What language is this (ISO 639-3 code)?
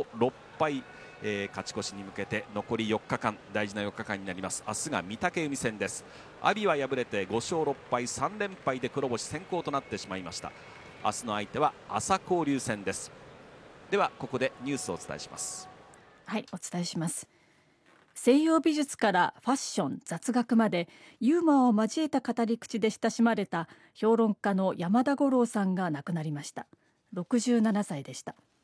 jpn